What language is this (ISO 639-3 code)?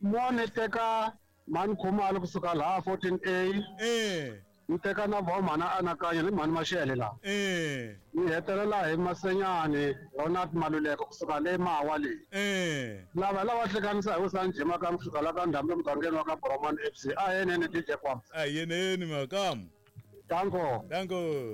tso